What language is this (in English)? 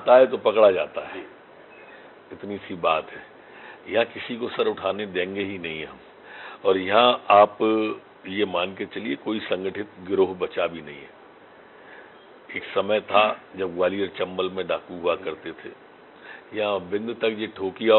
Hindi